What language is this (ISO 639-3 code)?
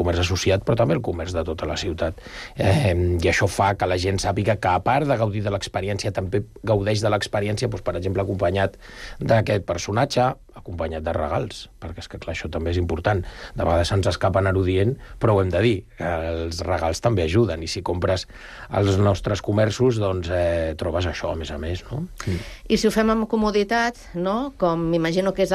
cat